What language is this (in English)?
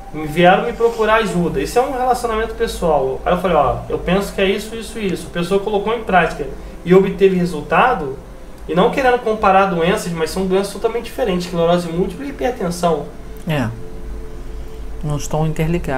Portuguese